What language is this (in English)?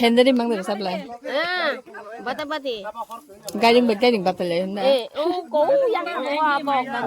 Kok Borok